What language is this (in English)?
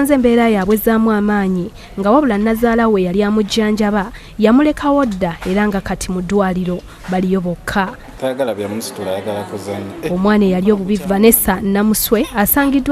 Ganda